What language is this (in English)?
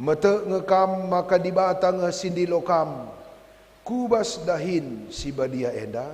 Batak Karo